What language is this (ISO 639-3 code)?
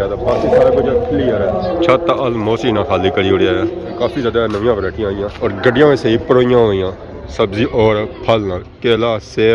phr